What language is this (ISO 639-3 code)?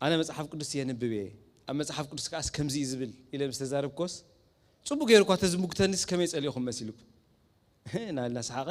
tir